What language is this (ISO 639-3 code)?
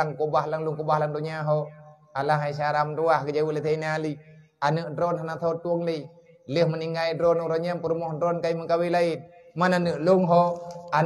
ace